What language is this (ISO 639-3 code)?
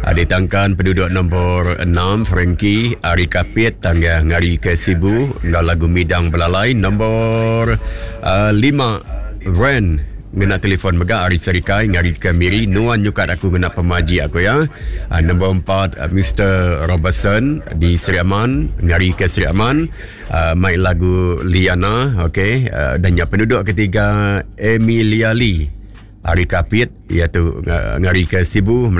iba